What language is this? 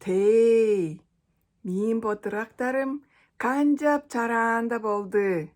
Tuvinian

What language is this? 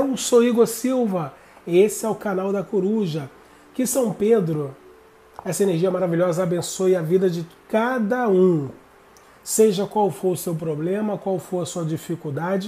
Portuguese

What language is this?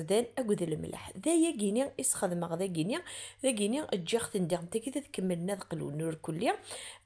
Kabyle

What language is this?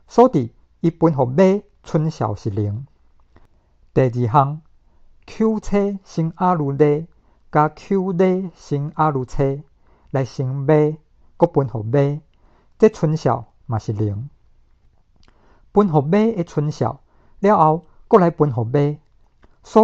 Min Nan Chinese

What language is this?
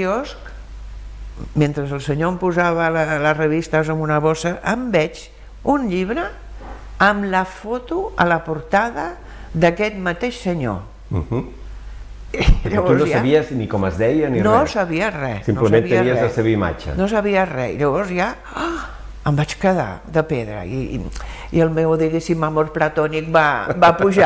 Catalan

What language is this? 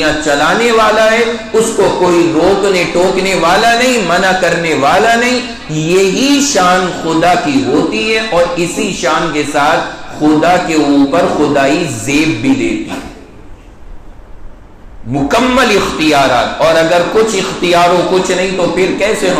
Urdu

